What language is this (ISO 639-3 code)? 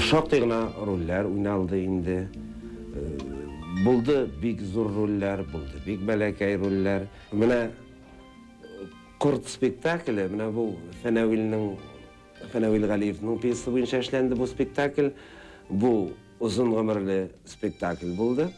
tat